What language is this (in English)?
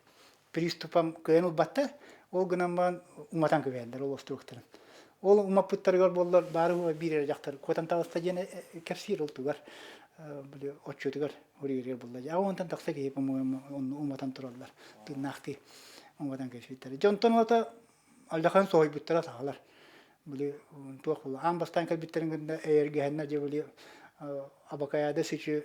Yakut